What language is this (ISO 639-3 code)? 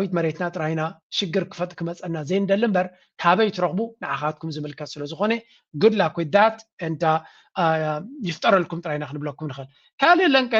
tir